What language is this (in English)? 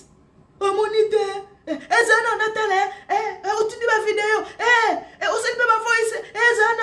Lingala